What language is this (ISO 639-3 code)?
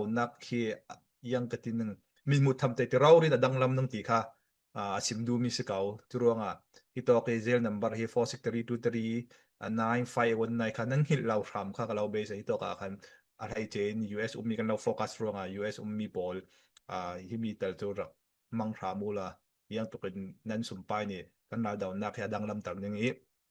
cfm